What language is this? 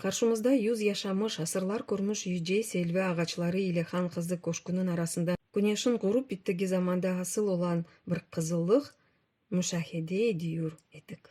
Crimean Tatar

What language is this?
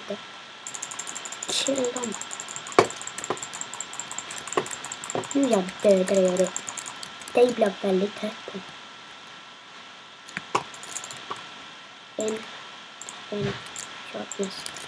Swedish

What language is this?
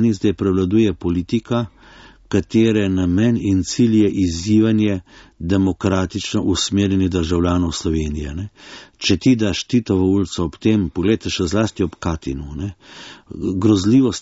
Slovenian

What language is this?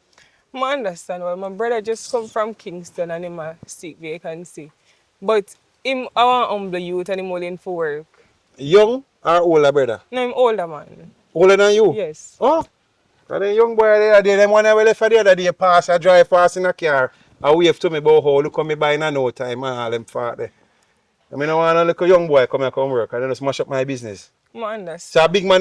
Jamaican Creole English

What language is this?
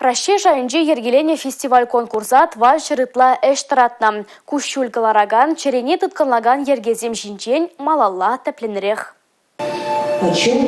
Chuvash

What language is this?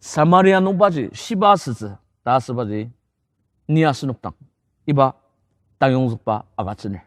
Ao Naga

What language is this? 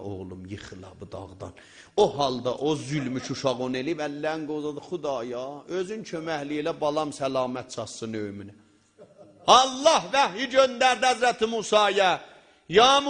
South Azerbaijani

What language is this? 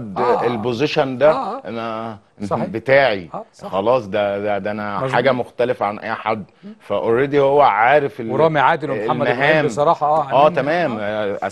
Egyptian Arabic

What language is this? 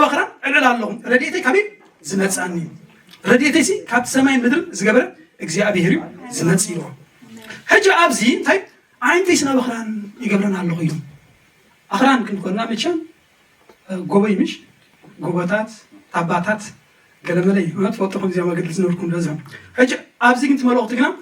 Tigrinya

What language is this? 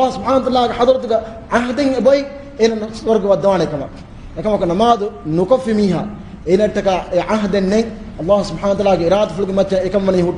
Divehi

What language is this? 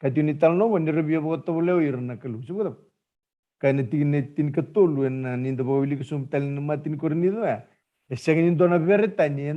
Fijian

